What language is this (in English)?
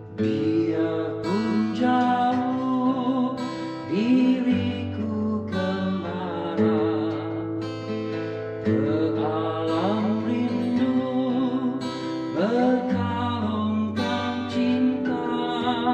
Malay